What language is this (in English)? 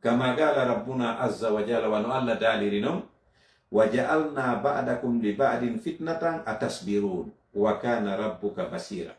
Fula